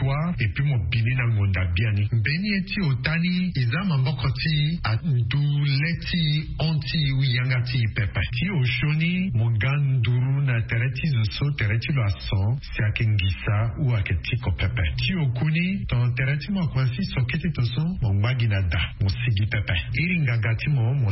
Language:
Sango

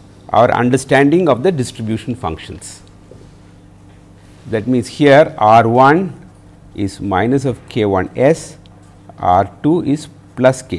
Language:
English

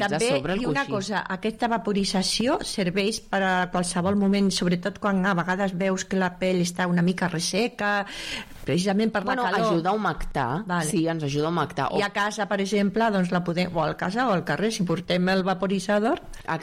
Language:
Catalan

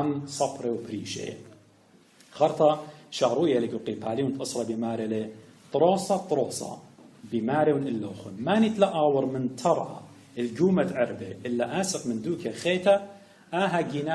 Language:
Assyrian Neo-Aramaic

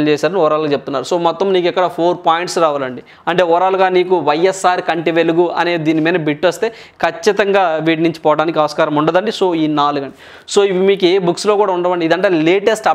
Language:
Telugu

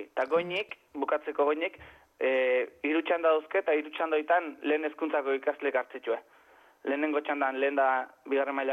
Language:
Basque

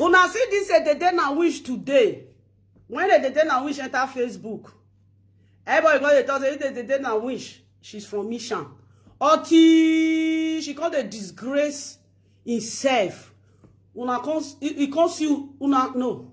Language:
Nigerian Pidgin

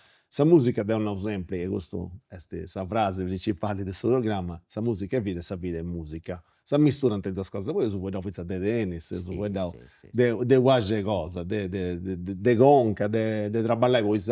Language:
Sardinian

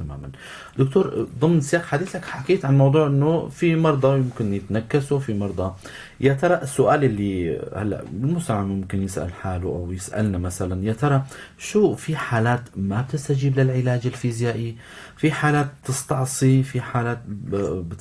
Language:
North Levantine Arabic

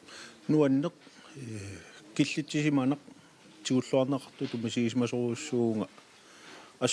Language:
Kalaallisut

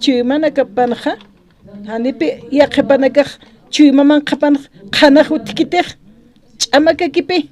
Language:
Aymara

